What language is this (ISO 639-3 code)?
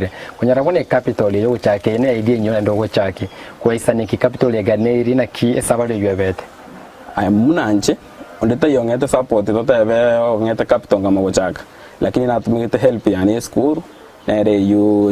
guz